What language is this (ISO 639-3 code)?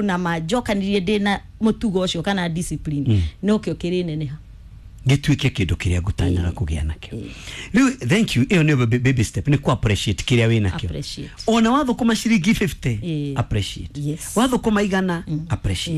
kik